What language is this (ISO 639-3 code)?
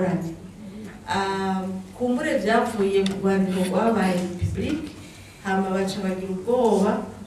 run